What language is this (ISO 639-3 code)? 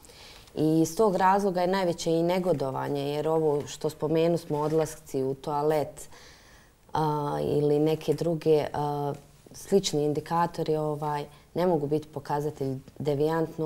bos